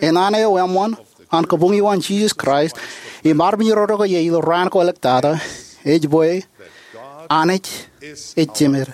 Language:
Marshallese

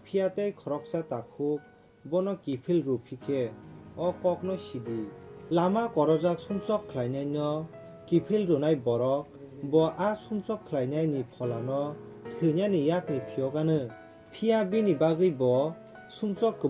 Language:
Kok Borok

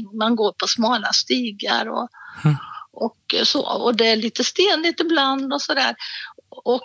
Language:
Swedish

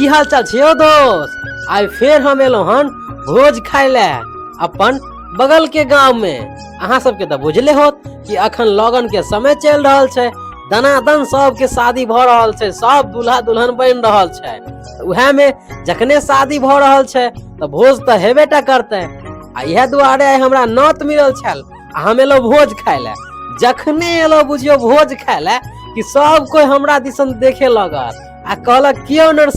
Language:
Maithili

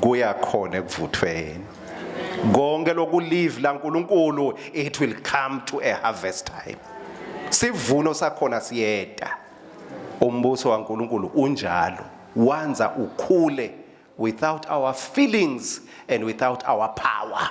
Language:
Swati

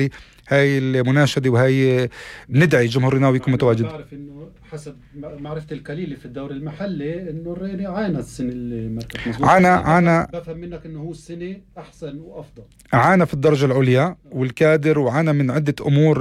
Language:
North Levantine Arabic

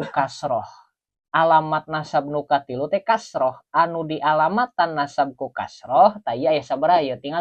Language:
Sundanese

